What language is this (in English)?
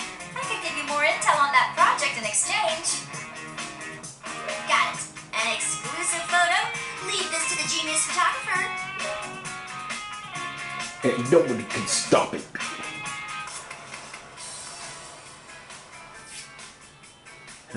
English